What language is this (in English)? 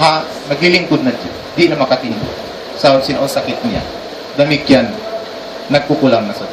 Tausug